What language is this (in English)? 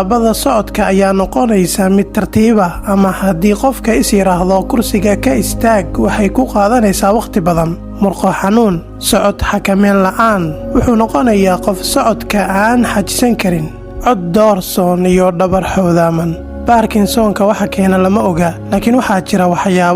Somali